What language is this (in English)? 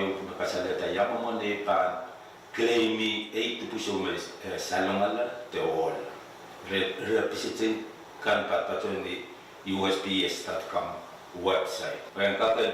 Pohnpeian